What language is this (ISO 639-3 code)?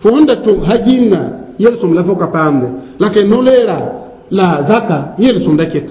mos